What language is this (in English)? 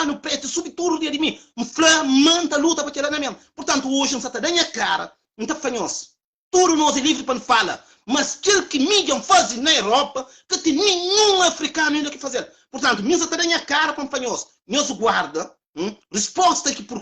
Kabuverdianu